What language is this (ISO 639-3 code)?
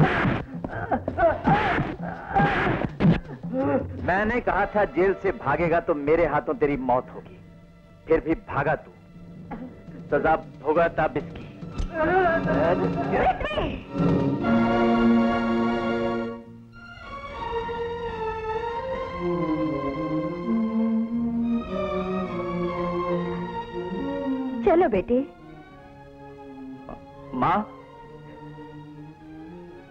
hin